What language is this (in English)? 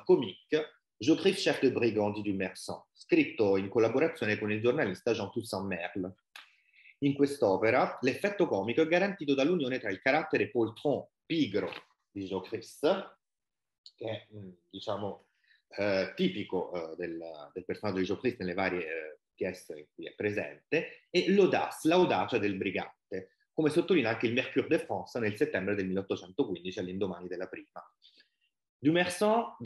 Italian